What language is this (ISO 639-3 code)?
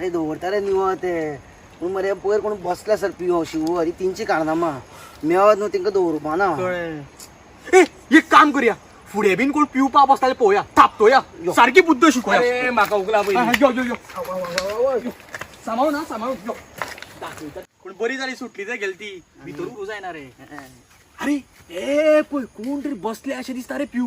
kok